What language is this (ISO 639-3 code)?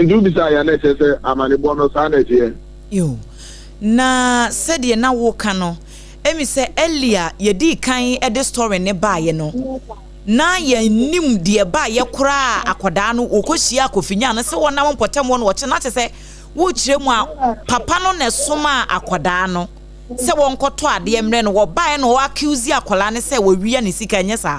aka